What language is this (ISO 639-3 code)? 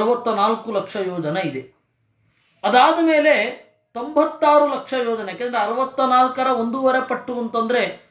kan